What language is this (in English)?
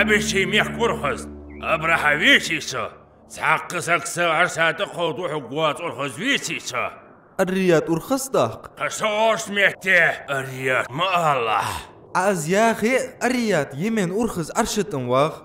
Ingush